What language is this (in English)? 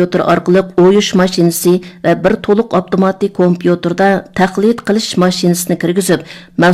Uyghur